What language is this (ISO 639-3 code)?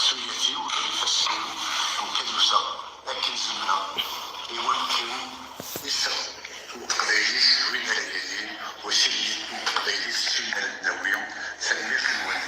kab